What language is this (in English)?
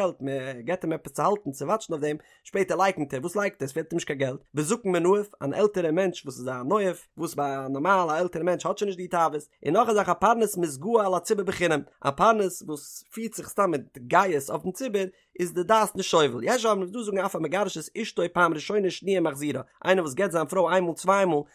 Yiddish